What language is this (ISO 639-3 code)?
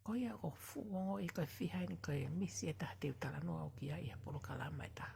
ton